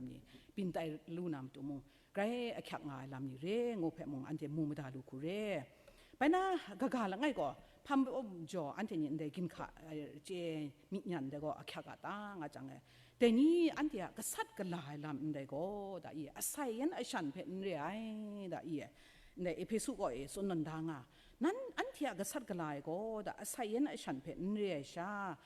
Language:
Kachin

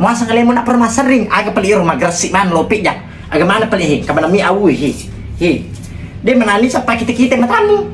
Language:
Buginese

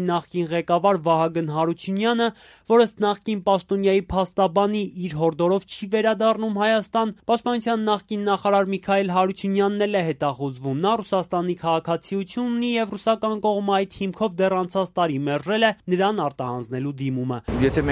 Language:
Armenian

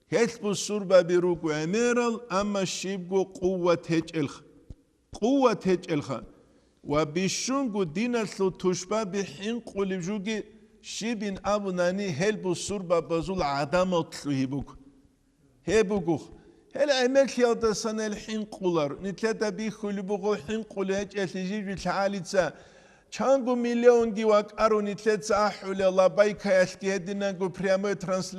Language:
Avaric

